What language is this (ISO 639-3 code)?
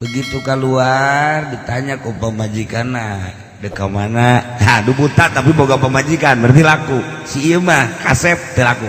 sun